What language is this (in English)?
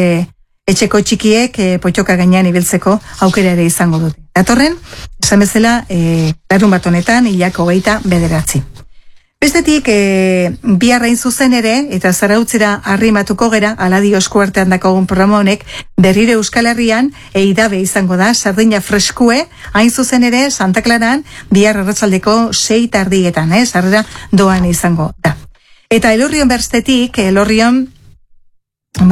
Basque